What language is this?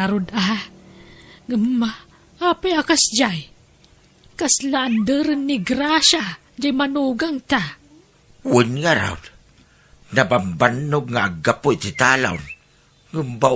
Iloko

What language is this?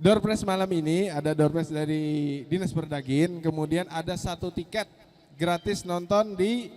Banjar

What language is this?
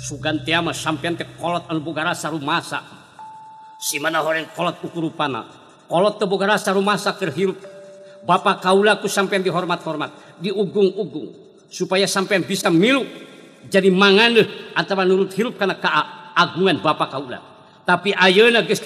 Sundanese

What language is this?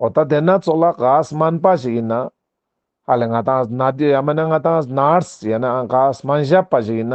Ladakhi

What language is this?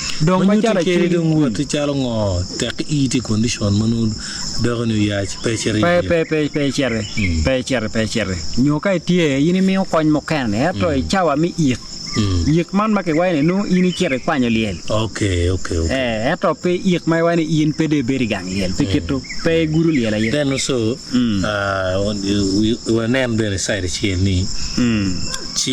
Acoli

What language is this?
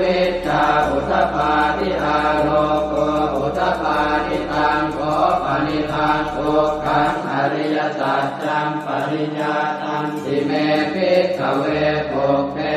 Pali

